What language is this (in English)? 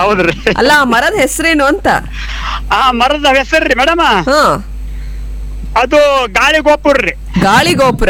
Kannada